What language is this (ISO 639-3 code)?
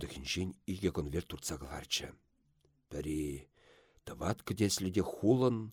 chv